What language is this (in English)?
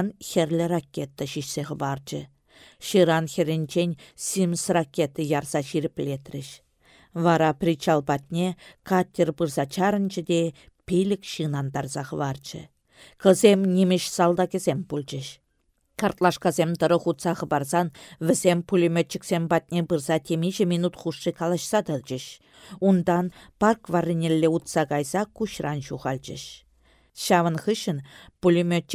Chuvash